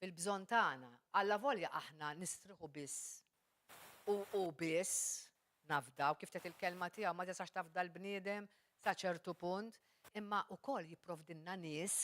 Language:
Maltese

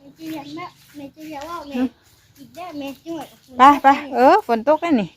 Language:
Northeastern Thai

